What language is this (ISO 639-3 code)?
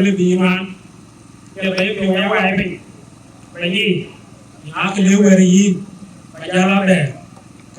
din